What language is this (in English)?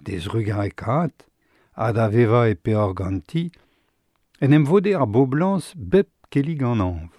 Breton